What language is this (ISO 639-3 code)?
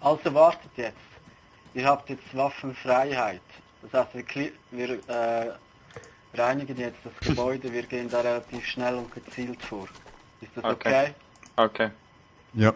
gsw